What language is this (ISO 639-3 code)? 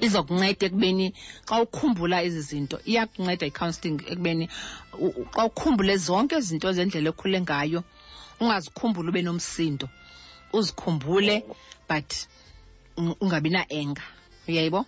xho